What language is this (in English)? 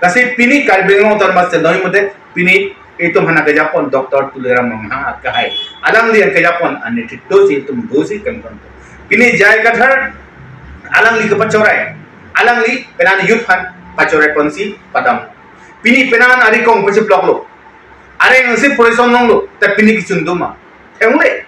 Karbi